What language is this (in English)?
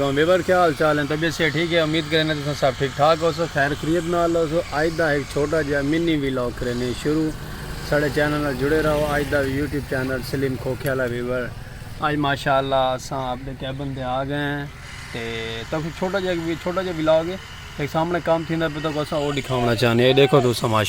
Saraiki